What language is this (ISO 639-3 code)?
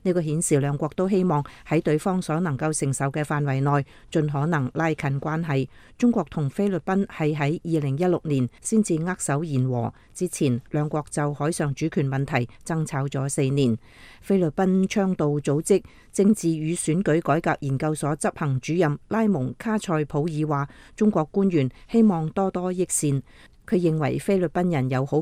yue